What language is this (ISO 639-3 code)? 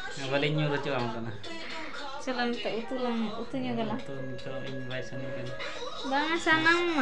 sat